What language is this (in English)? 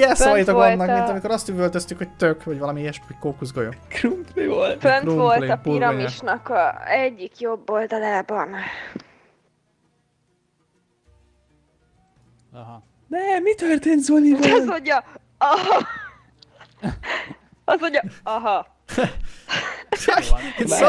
Hungarian